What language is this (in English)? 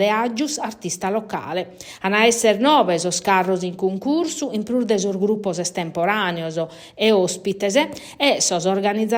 Sardinian